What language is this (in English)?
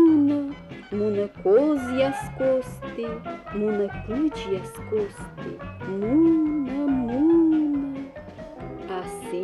Komi